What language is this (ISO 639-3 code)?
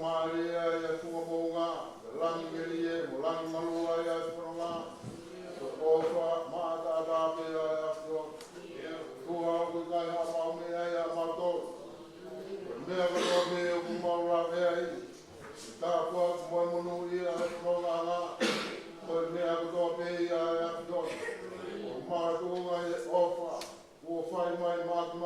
ton